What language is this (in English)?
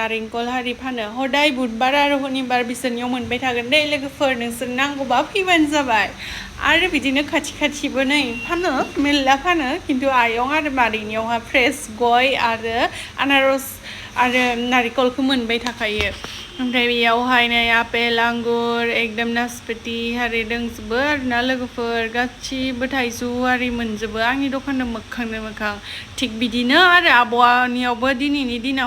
Bodo